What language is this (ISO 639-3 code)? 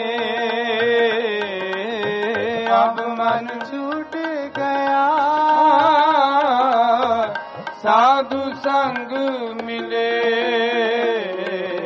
pan